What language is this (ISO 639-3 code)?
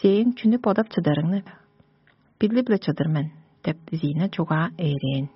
tyv